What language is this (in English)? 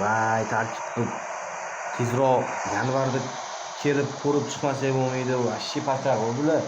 Uzbek